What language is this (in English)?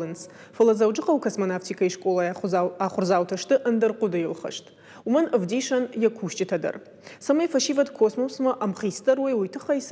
Ossetic